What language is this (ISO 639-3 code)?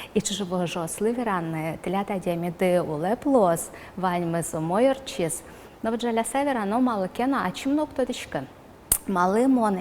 udm